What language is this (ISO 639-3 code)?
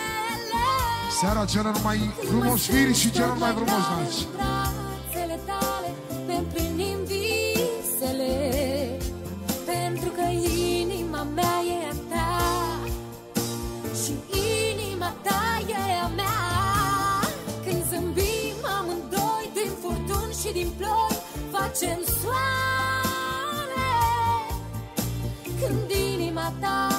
ron